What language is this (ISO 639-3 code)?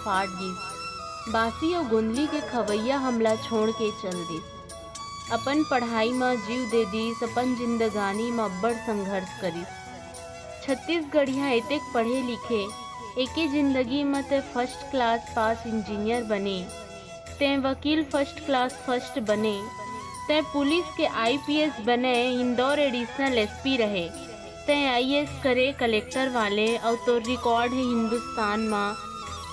hne